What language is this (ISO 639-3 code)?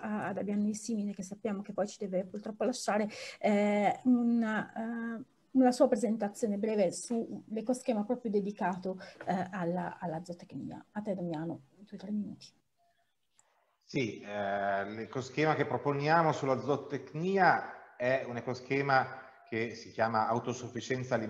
ita